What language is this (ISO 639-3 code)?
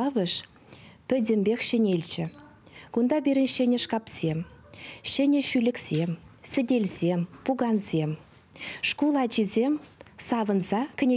chv